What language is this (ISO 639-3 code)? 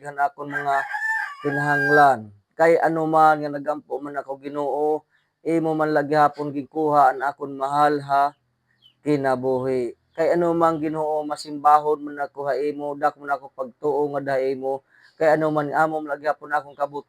war